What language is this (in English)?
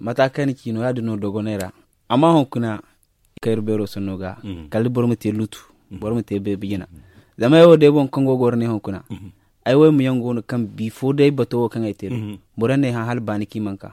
Zarma